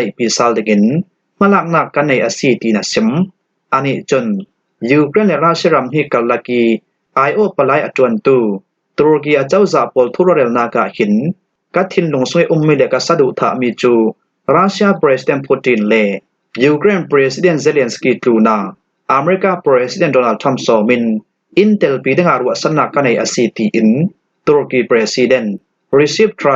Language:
Falam Chin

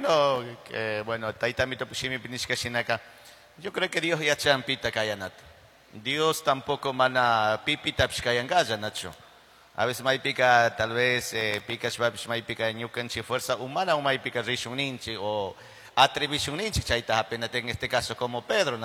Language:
Chimborazo Highland Quichua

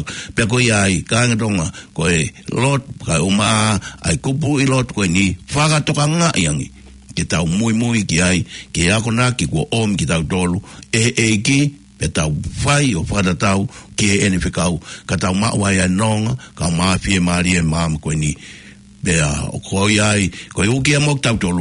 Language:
Tongan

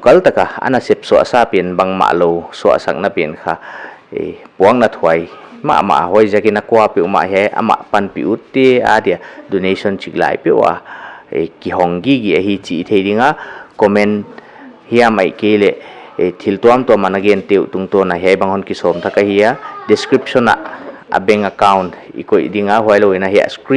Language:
Paite Chin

